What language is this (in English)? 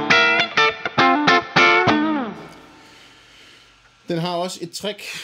Danish